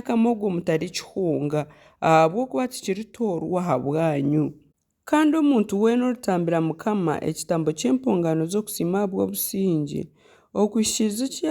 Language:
Nyankole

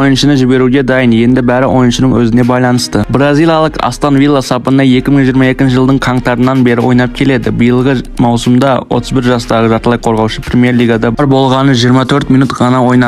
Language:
Kazakh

